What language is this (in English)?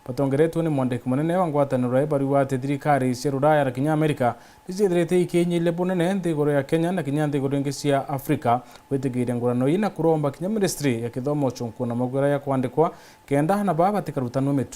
Meru